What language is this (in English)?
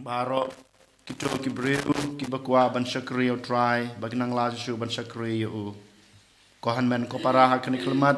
Khasi